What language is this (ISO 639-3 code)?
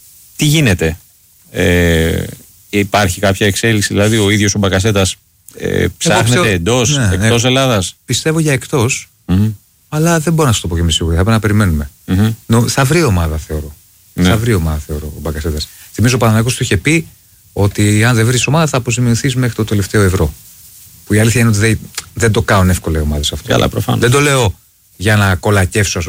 ell